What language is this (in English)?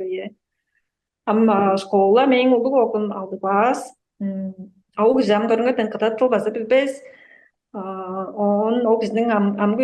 Tuvinian